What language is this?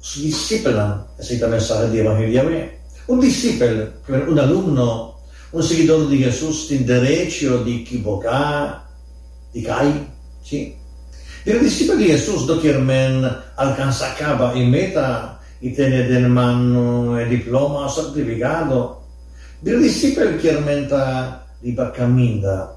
Papiamento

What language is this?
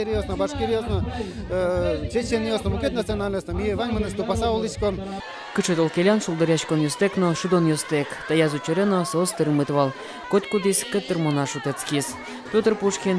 Udmurt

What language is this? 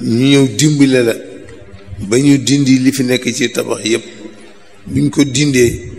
Wolof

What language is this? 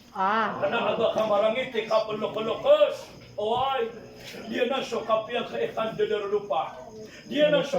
Maranao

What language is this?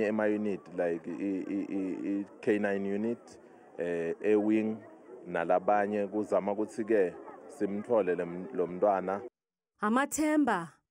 Zulu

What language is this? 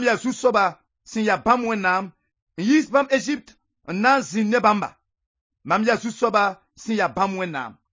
Mossi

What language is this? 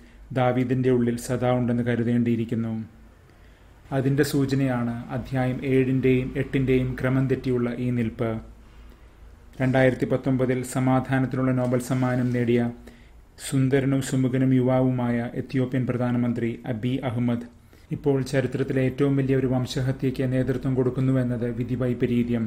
Malayalam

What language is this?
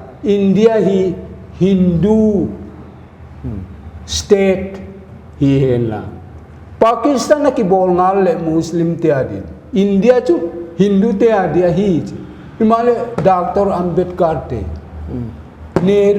Paite Chin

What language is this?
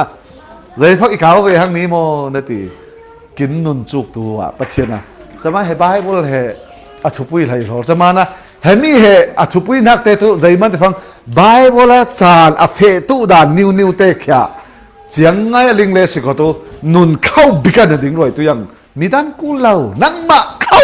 Falam Chin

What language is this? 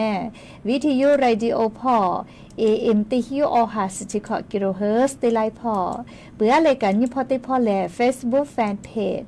Lahu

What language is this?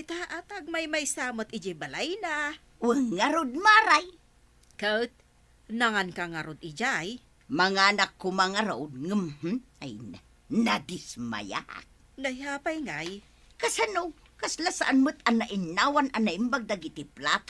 Iloko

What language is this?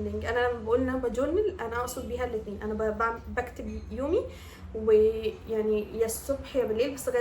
Egyptian Arabic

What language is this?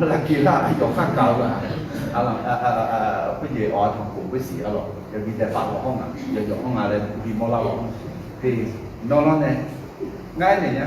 Akha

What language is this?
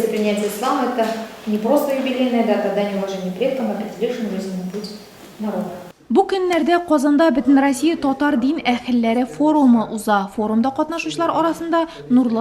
Tatar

